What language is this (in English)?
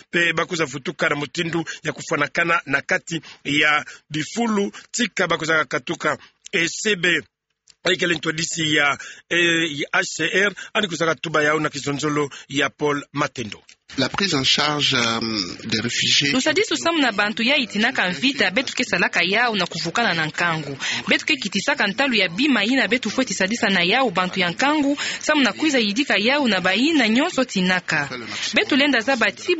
Kituba (Democratic Republic of Congo)